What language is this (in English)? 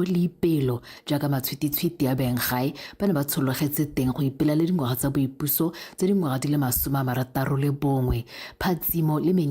Tswana